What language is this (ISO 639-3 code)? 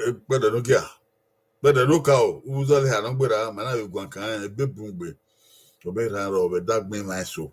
bin